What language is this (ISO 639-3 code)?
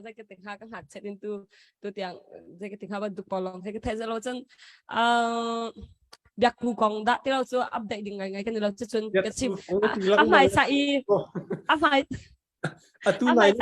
cnh